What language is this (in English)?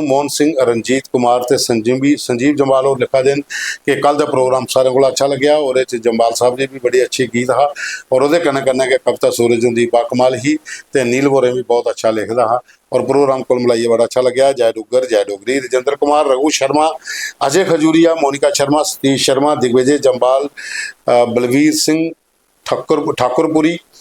Dogri